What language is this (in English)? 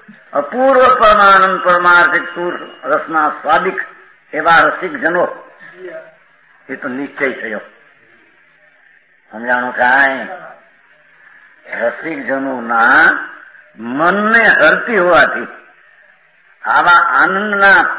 Gujarati